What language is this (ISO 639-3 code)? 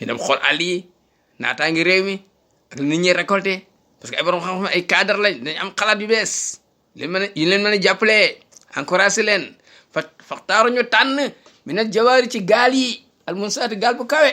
wol